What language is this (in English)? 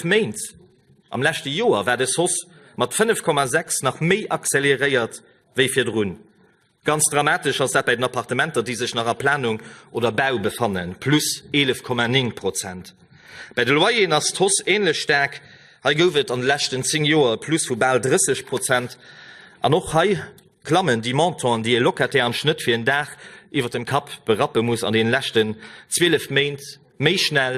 Luxembourgish